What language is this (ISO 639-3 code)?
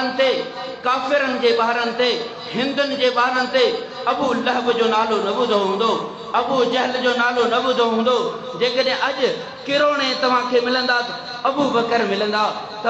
snd